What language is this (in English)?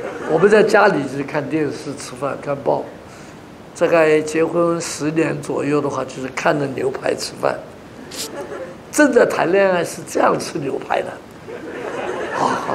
Chinese